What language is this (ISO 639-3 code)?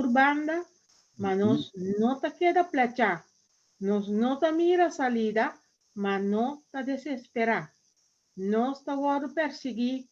pap